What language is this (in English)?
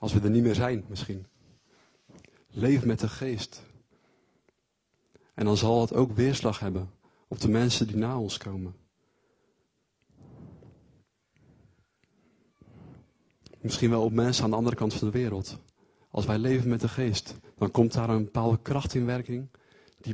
Dutch